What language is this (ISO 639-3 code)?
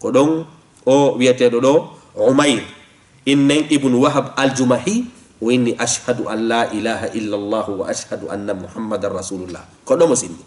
ful